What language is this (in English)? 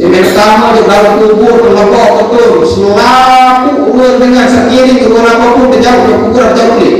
Sasak